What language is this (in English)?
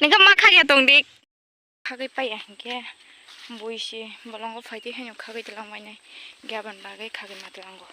Kok Borok